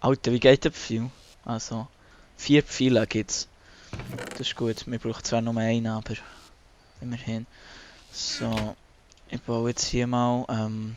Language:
Swiss German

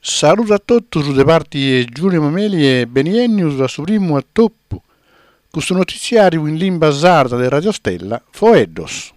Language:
Sardinian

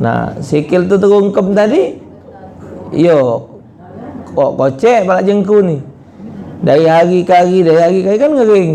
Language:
Musi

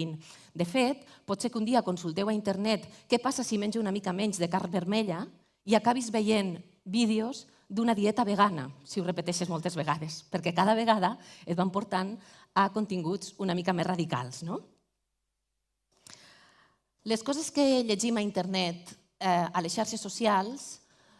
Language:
Catalan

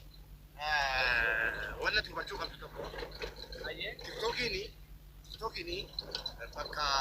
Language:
Oromo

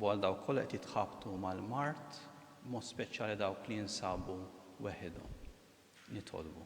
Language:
Maltese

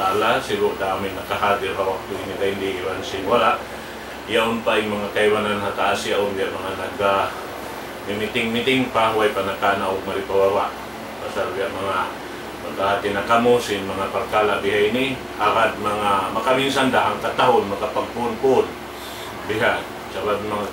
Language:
Tausug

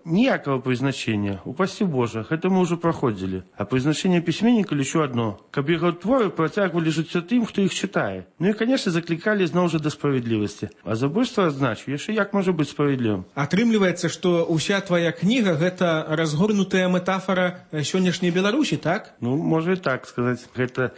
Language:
Belarusian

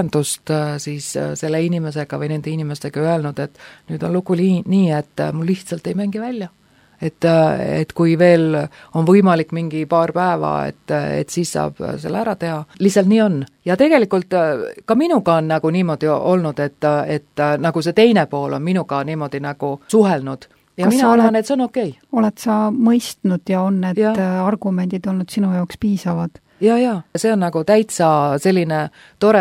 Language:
Estonian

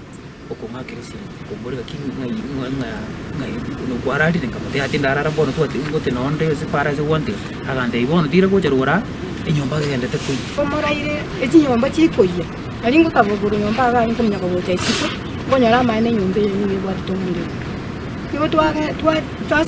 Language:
Gusii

